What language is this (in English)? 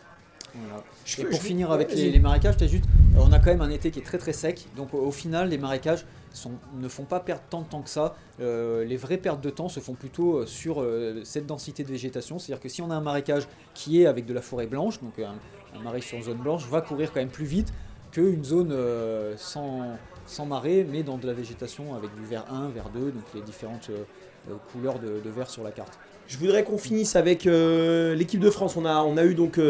French